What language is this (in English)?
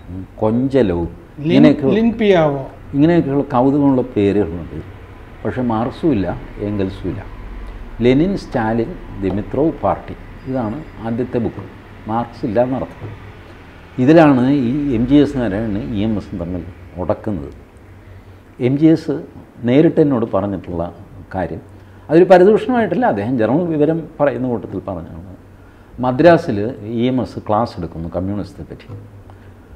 Malayalam